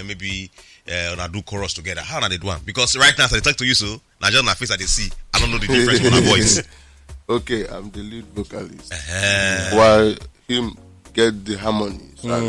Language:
Nigerian Pidgin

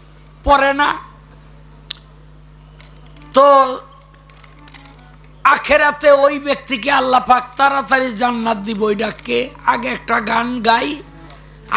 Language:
Bangla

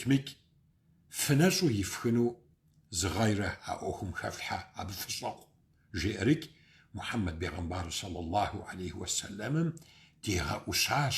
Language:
Kabardian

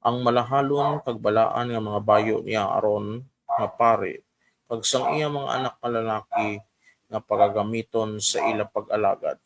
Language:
Hiligaynon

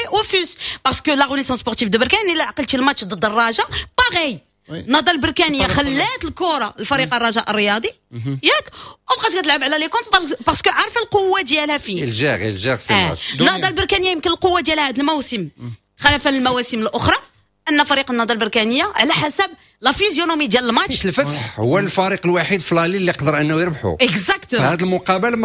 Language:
Moroccan Arabic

